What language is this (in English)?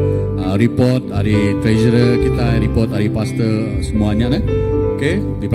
Iban